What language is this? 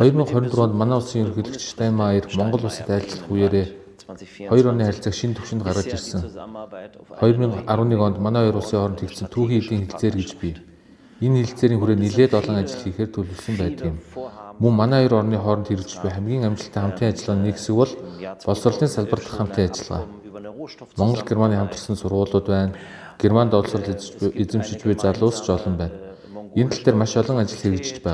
Mongolian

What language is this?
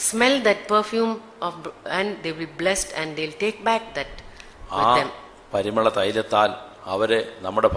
Malayalam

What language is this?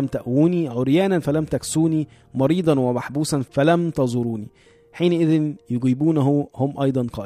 Egyptian Arabic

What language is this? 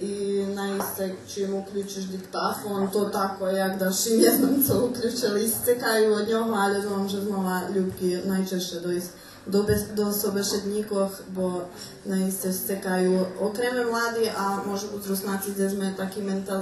Rusyn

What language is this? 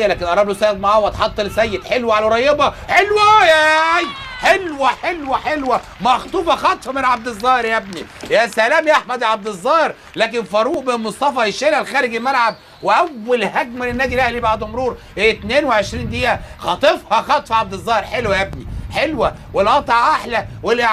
Egyptian Arabic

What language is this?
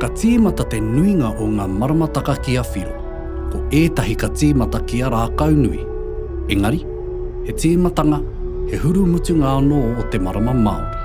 Māori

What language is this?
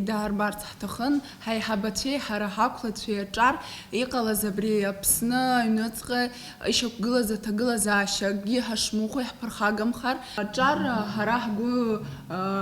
Abkhazian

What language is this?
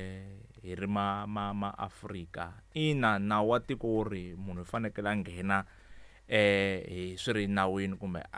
Tsonga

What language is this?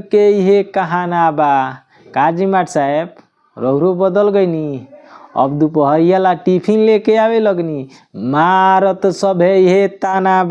Bhojpuri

